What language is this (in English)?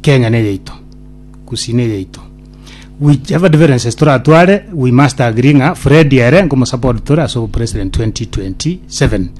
Gusii